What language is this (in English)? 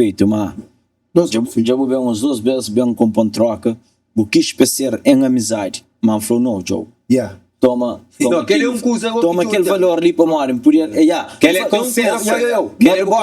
Kabuverdianu